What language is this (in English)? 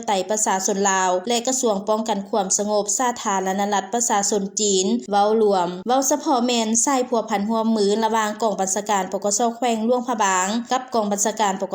Lao